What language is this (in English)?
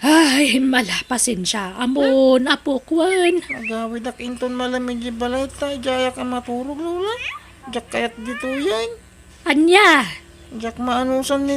Iloko